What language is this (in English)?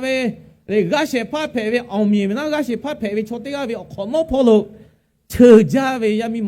Lahu